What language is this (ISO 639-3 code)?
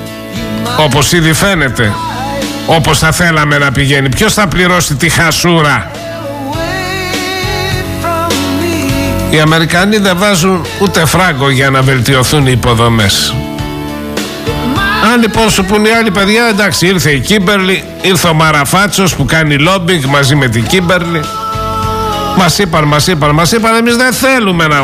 ell